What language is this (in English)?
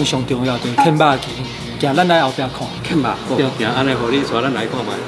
Min Nan Chinese